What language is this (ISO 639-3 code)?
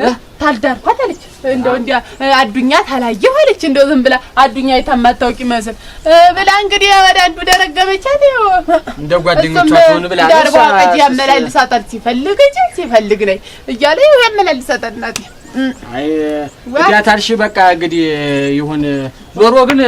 amh